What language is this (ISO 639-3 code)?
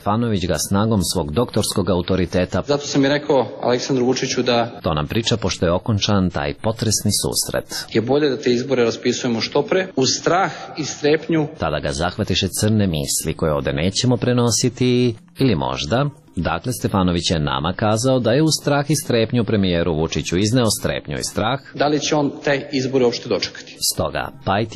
srp